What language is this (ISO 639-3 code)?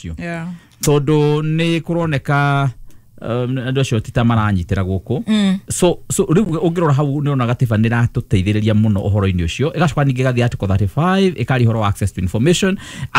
kik